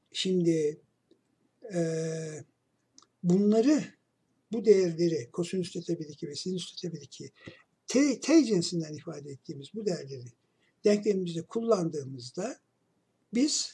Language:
Turkish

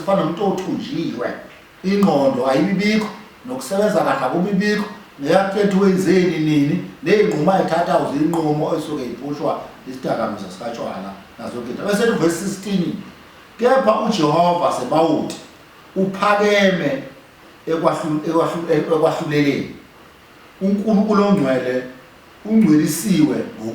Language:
Zulu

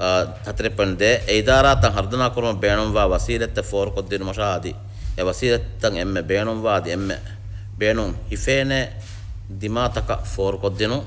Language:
Divehi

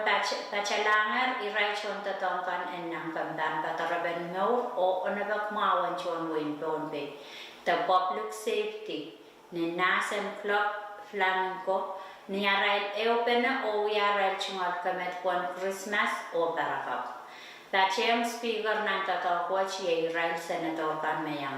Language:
Pohnpeian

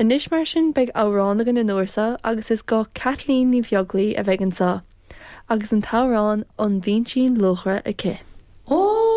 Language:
Irish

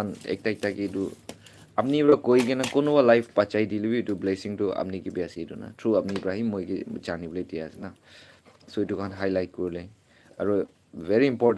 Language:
Naga Pidgin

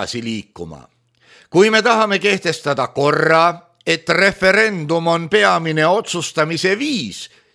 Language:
Estonian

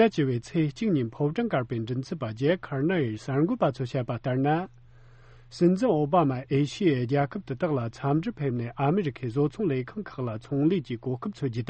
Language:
Tibetan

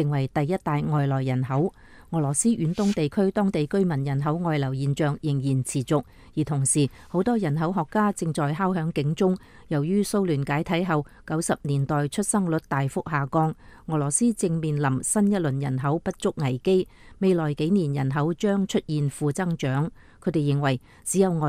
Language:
Cantonese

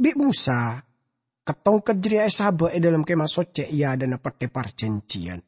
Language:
Madurese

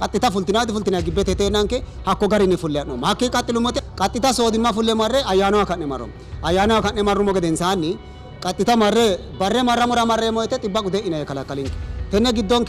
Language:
Sidamo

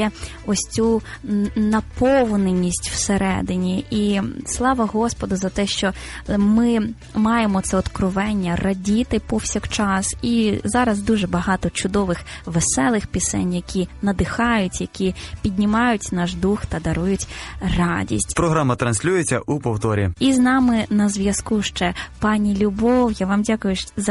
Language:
Ukrainian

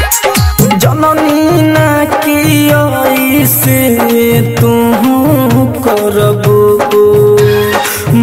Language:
Bhojpuri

